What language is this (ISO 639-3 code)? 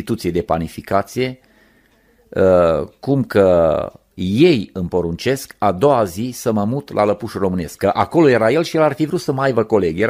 ron